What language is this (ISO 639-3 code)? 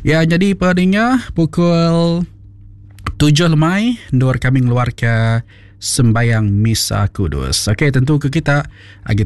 iba